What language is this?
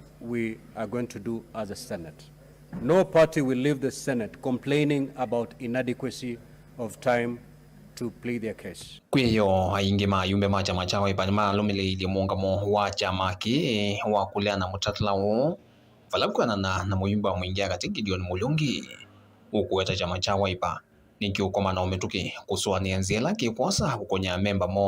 Kamba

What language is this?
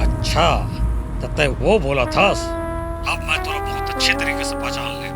Chhattisgarhi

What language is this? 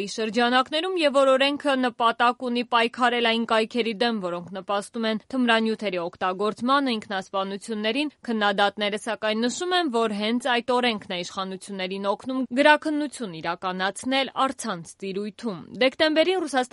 Armenian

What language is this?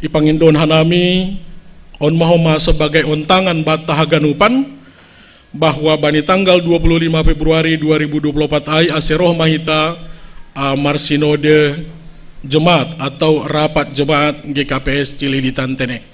Batak Simalungun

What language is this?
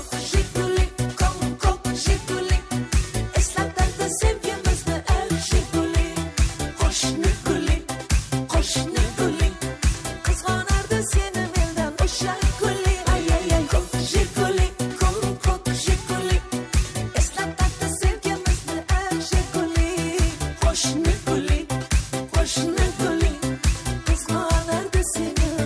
Kara-Kalpak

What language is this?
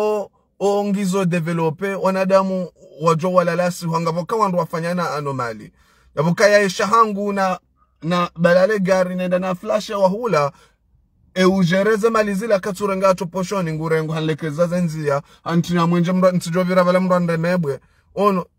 Ngazidja Comorian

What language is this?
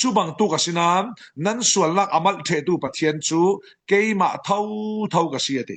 Falam Chin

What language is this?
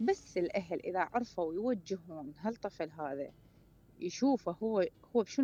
Mesopotamian Arabic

